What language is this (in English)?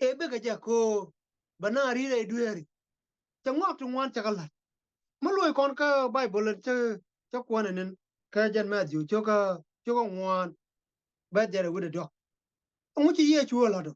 Nuer